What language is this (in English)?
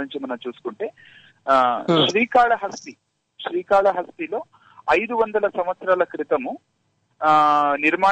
Telugu